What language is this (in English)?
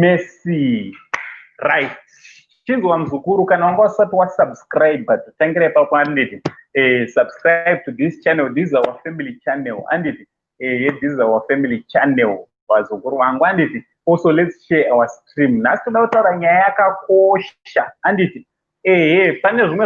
Shona